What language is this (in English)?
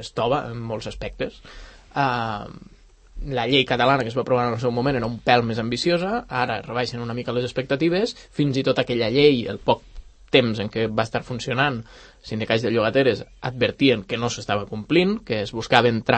Catalan